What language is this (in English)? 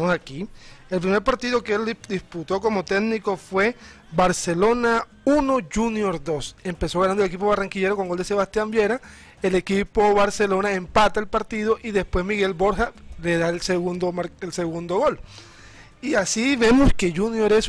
Spanish